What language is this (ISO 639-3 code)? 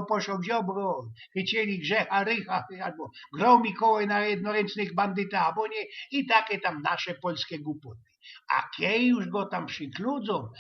szl